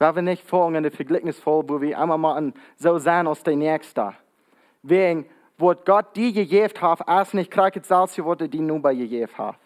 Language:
Plautdietsch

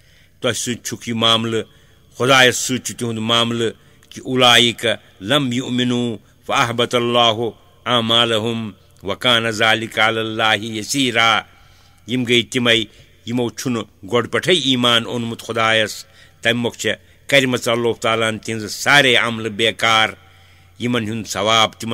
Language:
Kashmiri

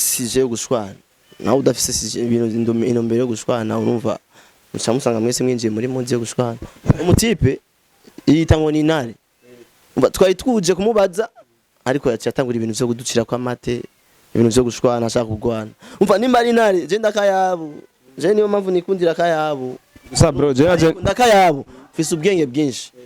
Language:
Rundi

